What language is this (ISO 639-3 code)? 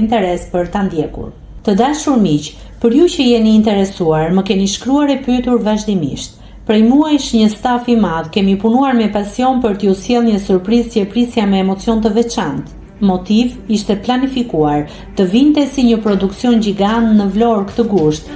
sqi